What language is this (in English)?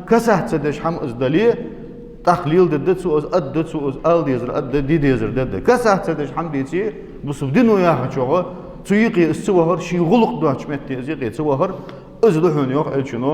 Ingush